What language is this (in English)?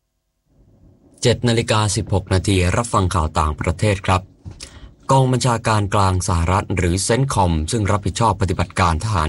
Thai